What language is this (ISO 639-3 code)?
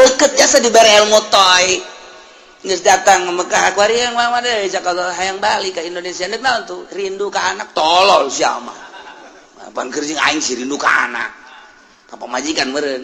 sun